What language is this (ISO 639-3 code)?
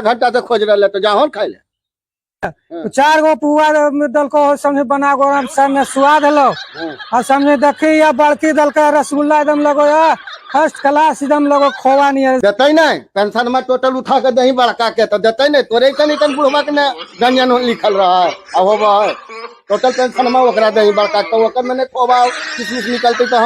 mag